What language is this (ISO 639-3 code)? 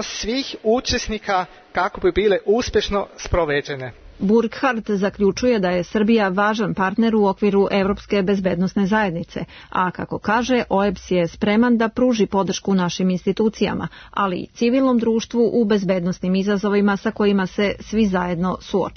srp